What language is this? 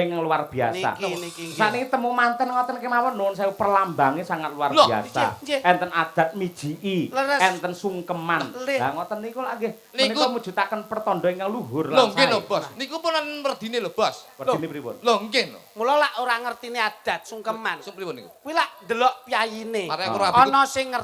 Javanese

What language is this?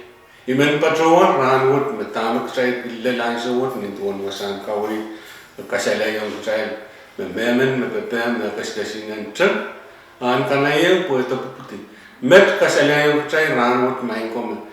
Pohnpeian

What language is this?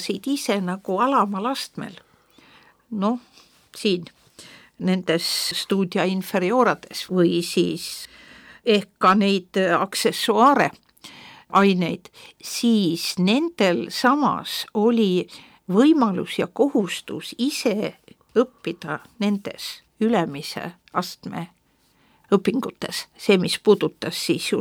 Estonian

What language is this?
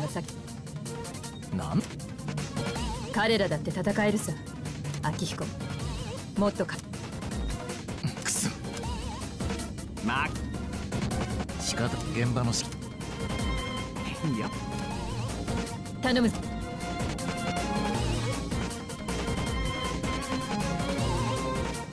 Japanese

